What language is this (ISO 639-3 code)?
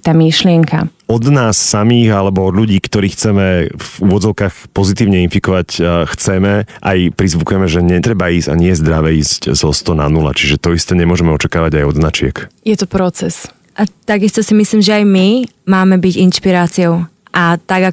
slk